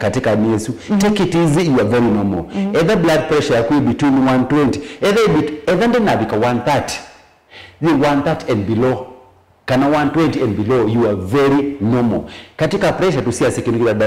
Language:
Kamba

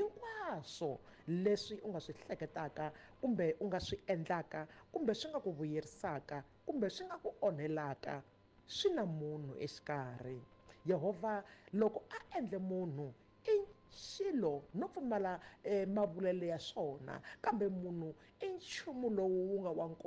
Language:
Tsonga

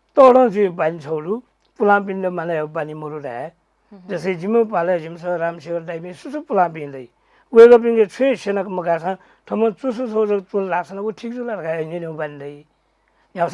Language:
Newari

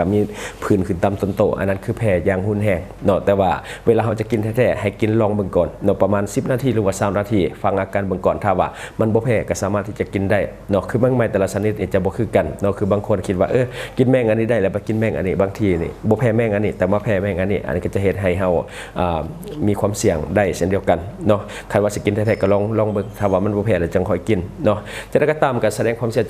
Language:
Lao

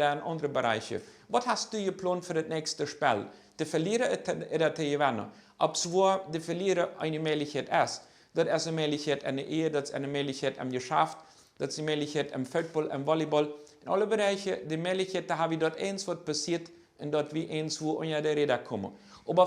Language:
Plautdietsch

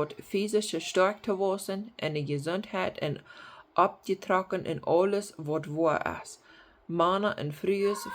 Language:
Plautdietsch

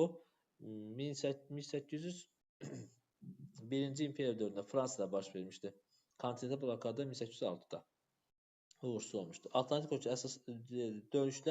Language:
Azerbaijani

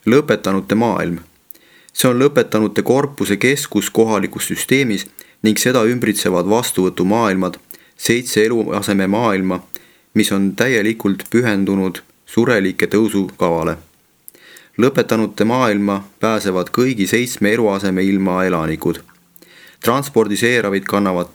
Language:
Estonian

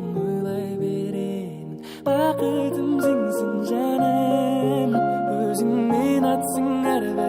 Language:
Kara-Kalpak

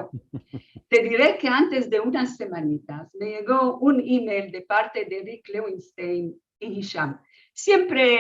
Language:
Ladino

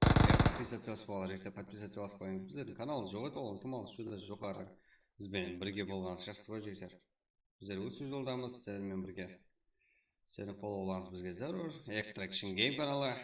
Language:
Kara-Kalpak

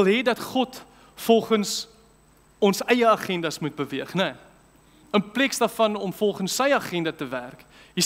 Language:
Afrikaans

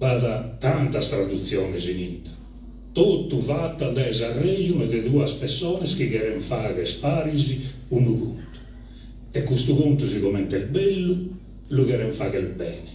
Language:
Sardinian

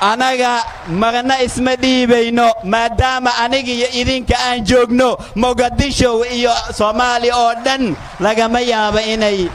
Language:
Somali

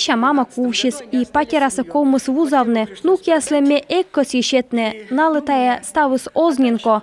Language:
Komi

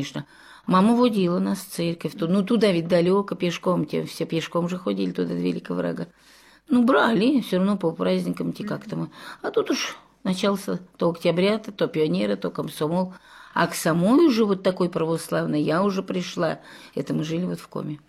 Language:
Russian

